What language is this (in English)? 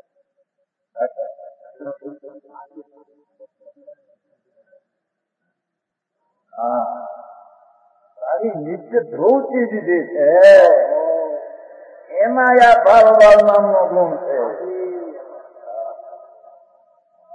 Gujarati